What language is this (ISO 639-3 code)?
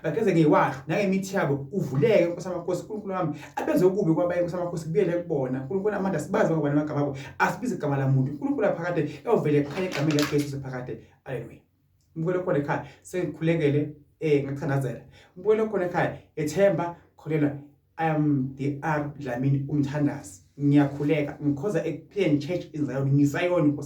zul